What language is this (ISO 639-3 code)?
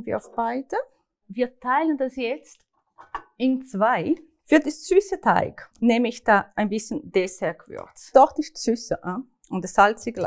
gsw